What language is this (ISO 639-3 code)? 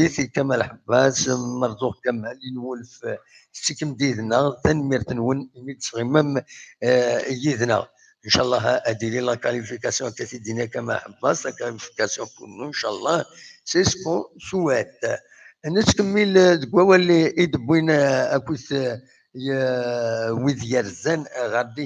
kab